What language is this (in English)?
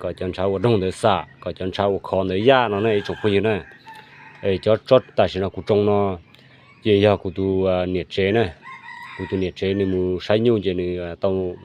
Hmong